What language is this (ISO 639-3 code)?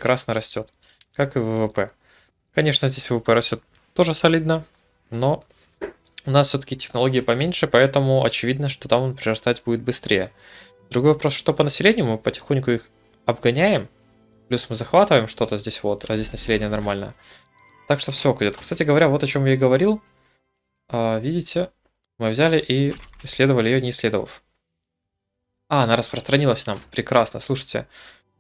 rus